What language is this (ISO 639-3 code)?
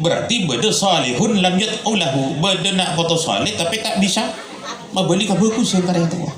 mad